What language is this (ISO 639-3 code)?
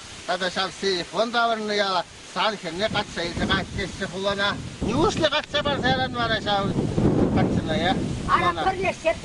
chv